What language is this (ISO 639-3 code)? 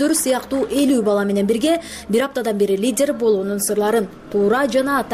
kir